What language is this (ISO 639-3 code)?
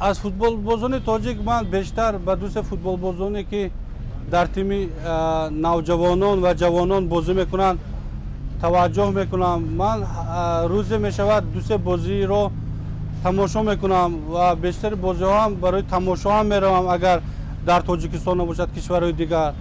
tgk